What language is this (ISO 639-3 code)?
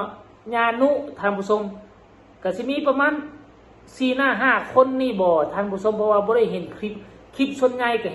tts